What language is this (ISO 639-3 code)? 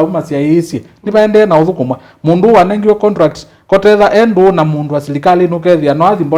kam